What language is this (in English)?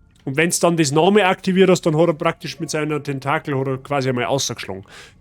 Bavarian